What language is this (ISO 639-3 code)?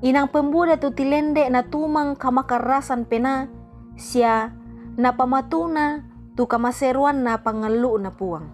sda